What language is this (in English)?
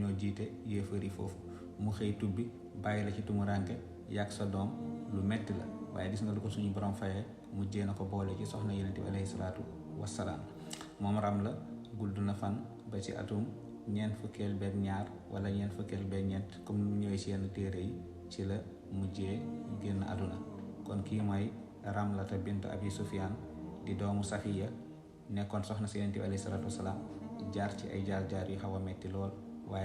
Wolof